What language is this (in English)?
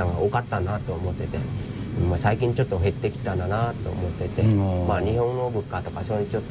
Japanese